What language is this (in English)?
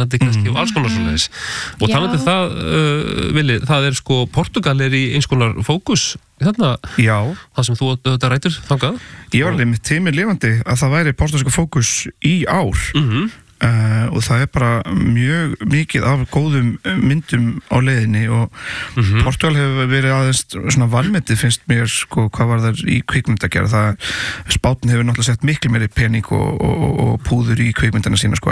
Icelandic